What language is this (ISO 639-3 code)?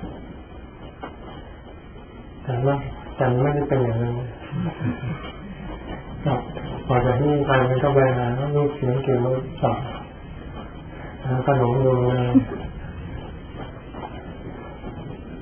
tha